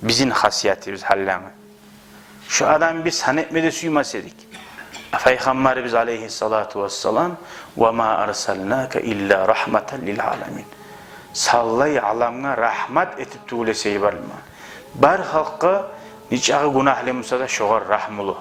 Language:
Kumyk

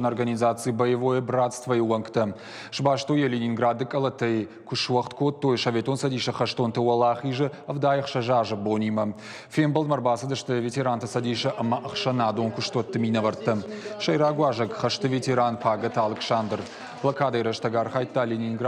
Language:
Ossetic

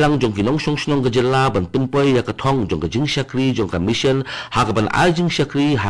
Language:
Khasi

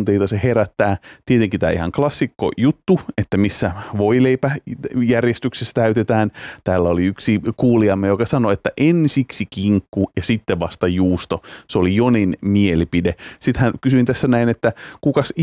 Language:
Finnish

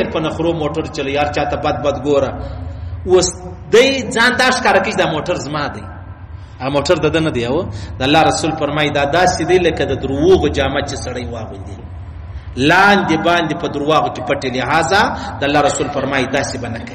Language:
Pashto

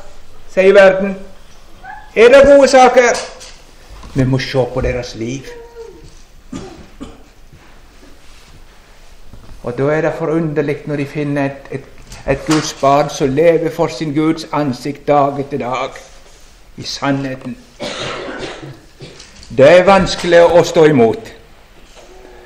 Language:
Norwegian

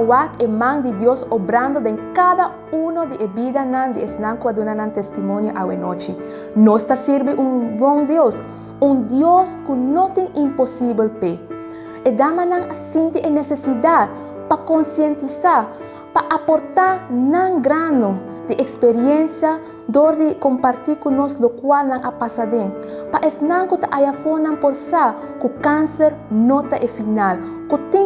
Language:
Papiamento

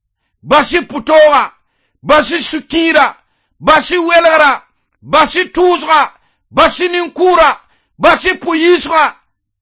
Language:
Mossi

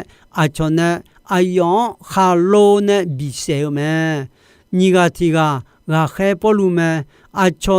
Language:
Akha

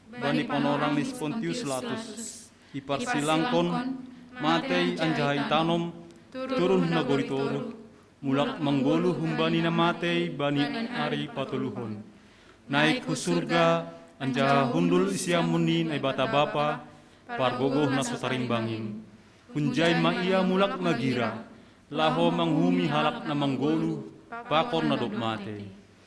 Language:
Batak Simalungun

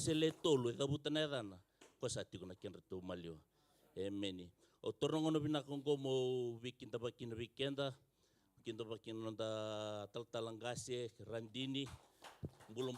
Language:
Fijian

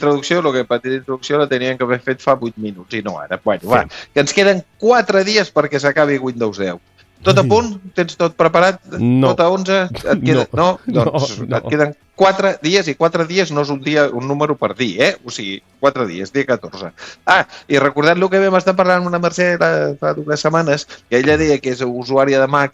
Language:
Catalan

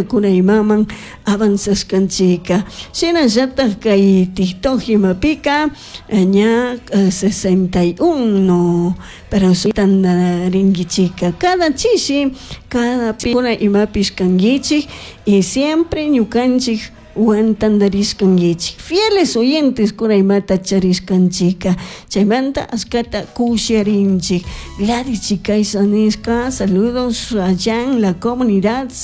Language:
Chimborazo Highland Quichua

